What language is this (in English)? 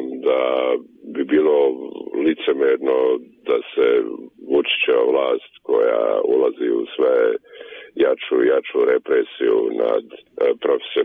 Serbian